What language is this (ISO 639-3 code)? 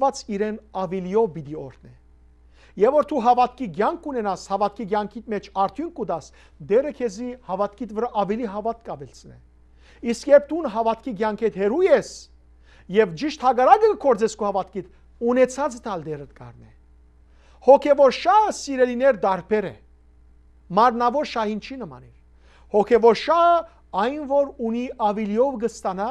hyw